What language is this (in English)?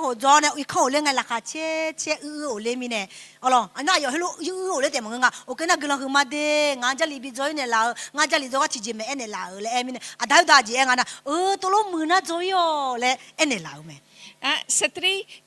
Akha